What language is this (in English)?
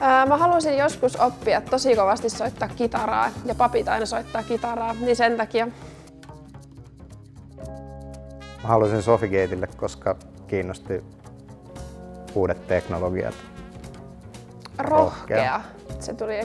Finnish